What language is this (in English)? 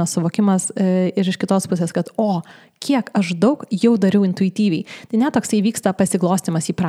Lithuanian